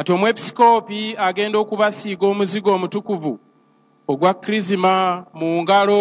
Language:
Ganda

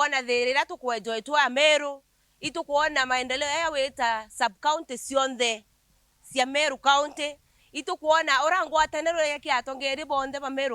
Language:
Meru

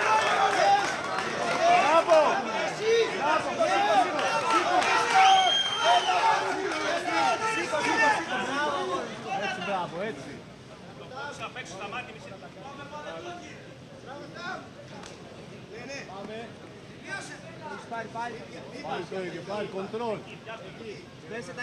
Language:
Greek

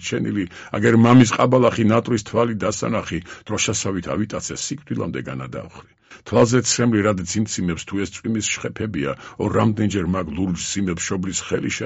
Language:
Georgian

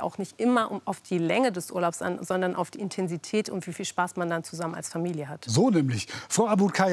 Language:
German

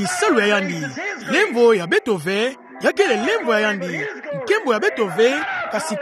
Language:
Kituba (Democratic Republic of Congo)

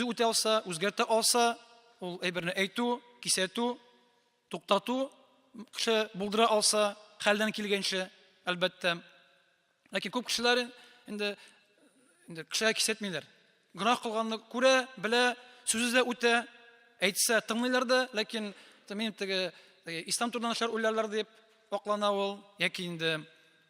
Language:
Tatar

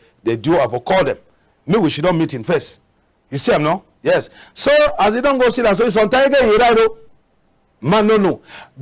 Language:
Cameroon Pidgin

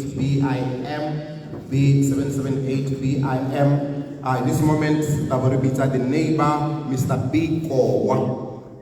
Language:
Tswana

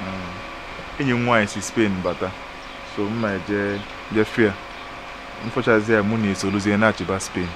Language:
Igbo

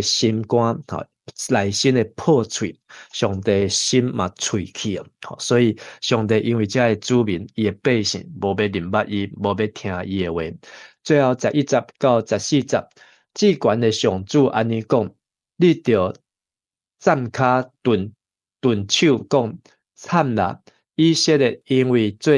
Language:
Min Nan Chinese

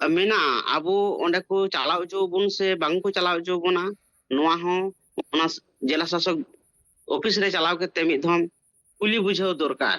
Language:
Santali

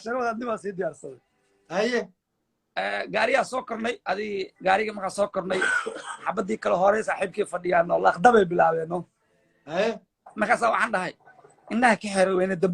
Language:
Somali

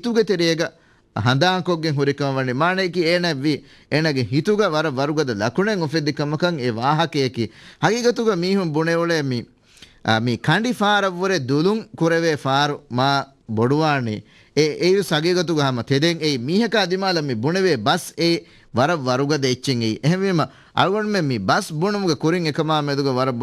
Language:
Divehi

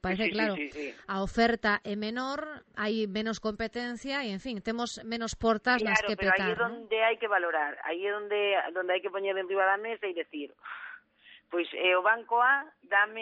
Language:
Galician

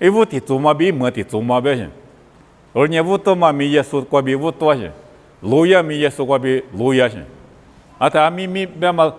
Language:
Lisu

